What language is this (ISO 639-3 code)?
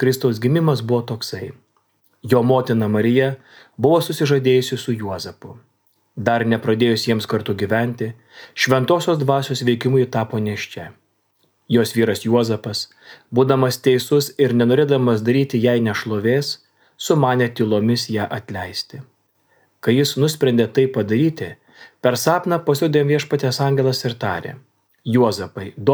lit